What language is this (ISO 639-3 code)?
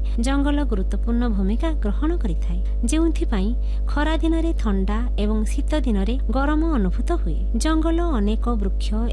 ori